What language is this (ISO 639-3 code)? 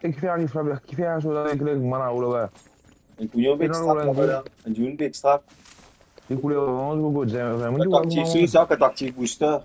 mfe